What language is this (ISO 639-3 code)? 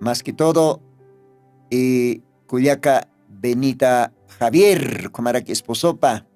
aym